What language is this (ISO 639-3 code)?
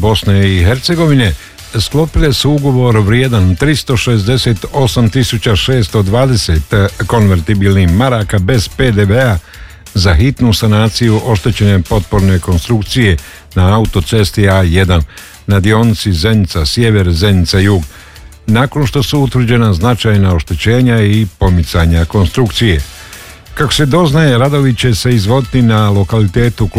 hrv